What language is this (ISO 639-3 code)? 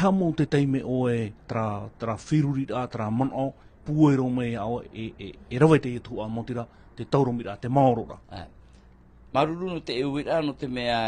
tah